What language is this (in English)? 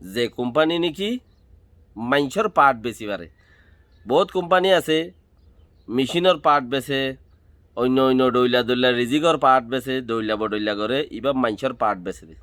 Rohingya